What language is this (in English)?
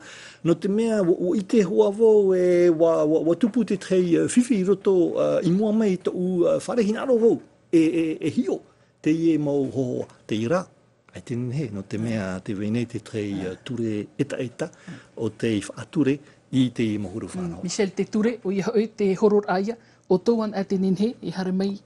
Tahitian